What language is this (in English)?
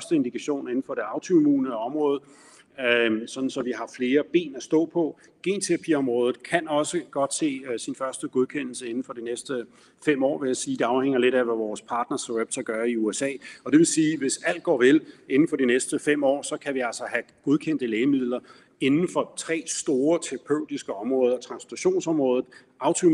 Danish